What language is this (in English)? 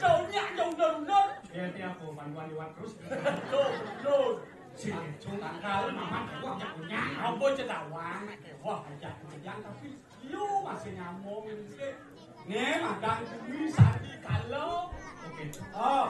Balinese